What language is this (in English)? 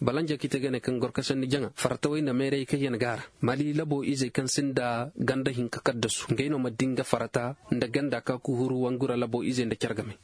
Zarma